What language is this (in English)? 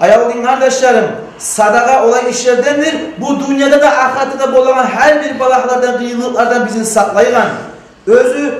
Kumyk